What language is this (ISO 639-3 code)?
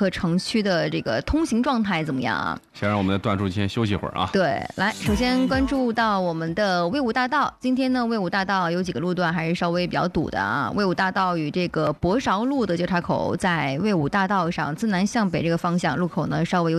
zho